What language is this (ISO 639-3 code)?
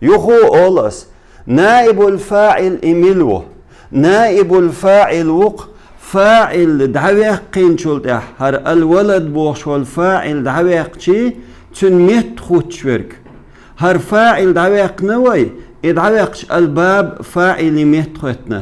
che